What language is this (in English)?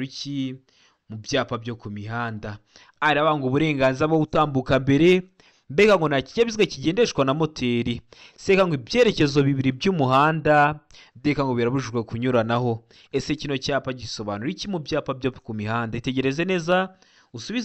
Kinyarwanda